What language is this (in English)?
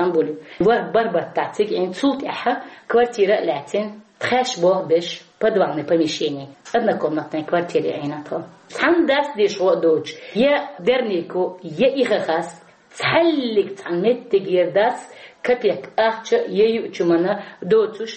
Chechen